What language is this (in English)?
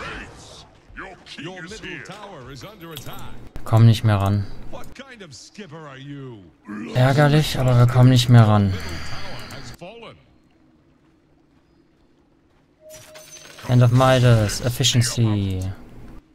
German